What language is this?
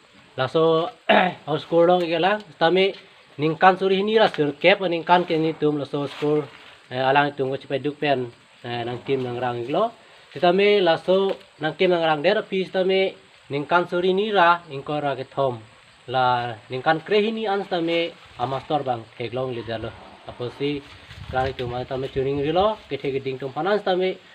Karbi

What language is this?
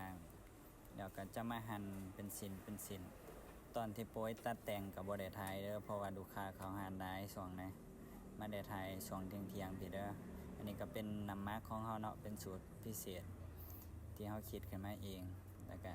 Lao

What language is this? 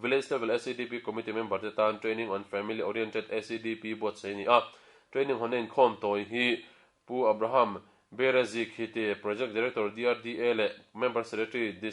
Mizo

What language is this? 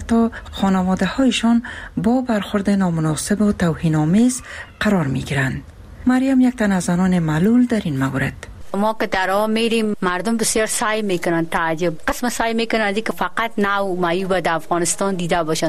Persian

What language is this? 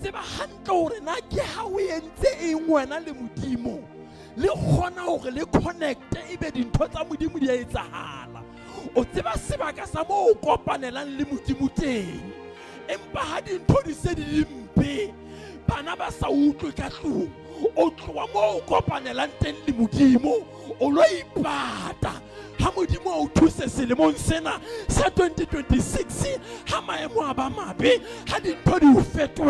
Southern Sotho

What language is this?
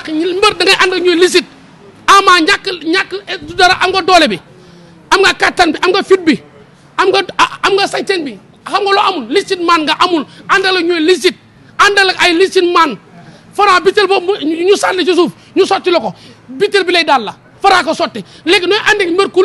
Wolof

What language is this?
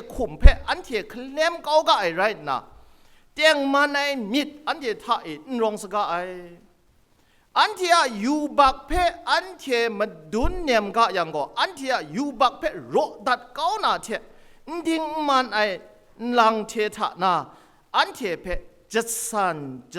Kachin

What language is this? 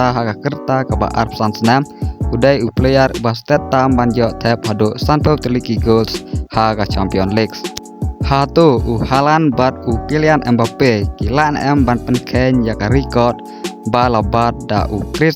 Khasi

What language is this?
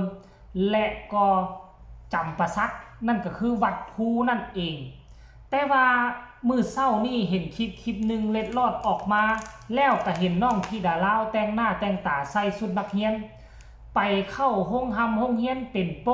Northeastern Thai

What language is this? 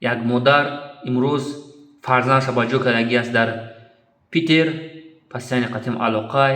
Tajik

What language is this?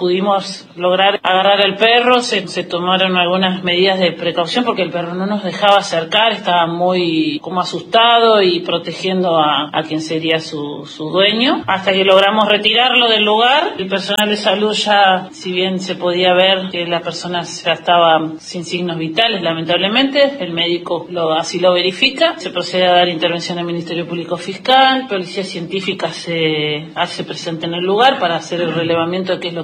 Spanish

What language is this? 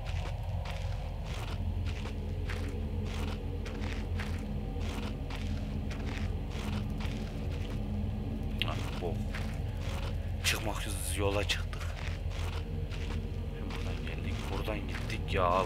Turkish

